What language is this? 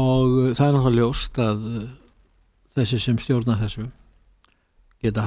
Icelandic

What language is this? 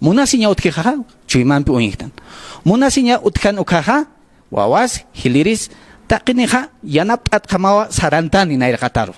Aymara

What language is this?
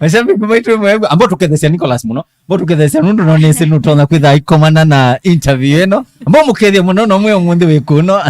Kamba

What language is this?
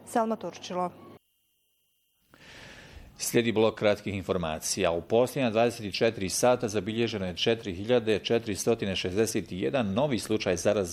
Bosnian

